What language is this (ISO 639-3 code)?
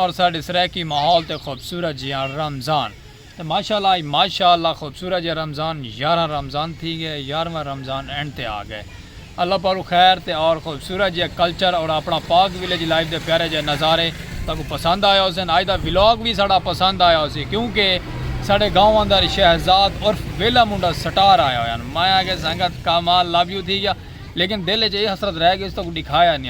skr